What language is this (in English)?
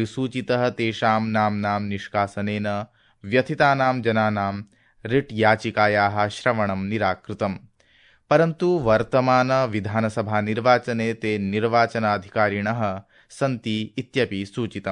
Sanskrit